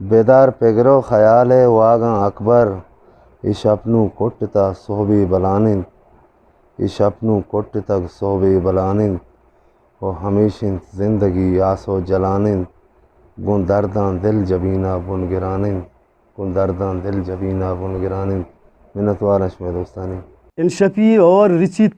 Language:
Eastern Balochi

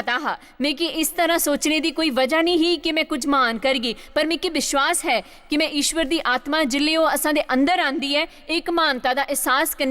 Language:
Dogri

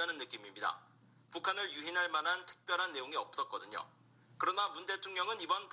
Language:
Korean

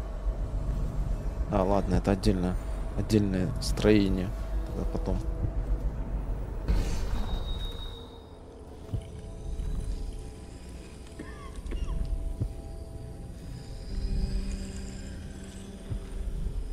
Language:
Russian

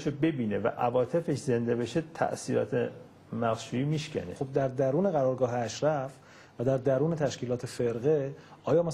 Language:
Persian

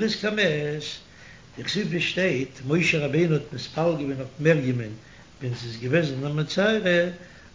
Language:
Yiddish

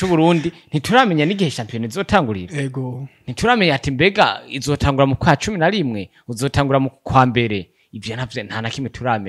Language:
Rundi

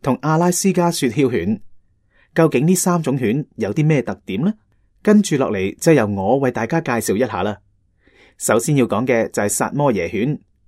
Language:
Cantonese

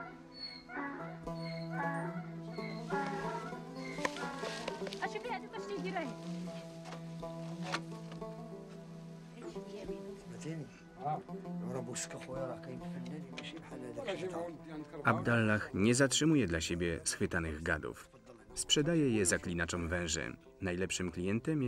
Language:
Polish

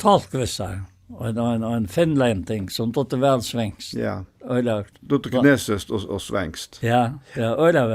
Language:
Faroese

